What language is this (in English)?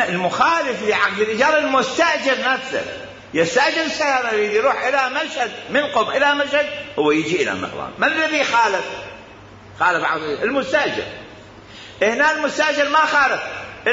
Mesopotamian Arabic